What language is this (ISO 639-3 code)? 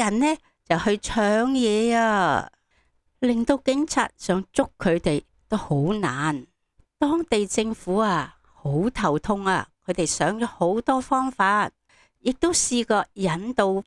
yue